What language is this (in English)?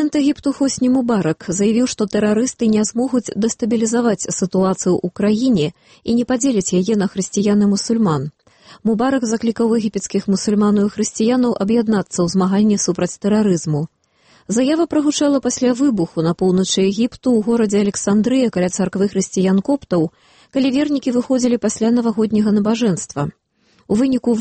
Belarusian